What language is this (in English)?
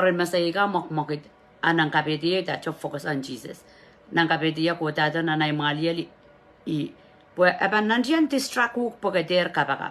Pohnpeian